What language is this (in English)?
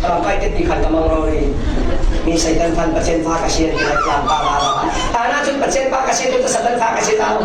Falam Chin